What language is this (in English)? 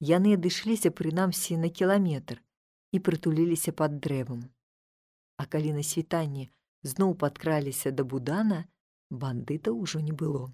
Belarusian